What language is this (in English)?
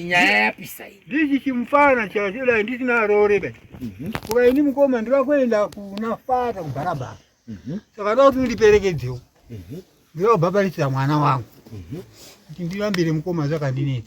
Shona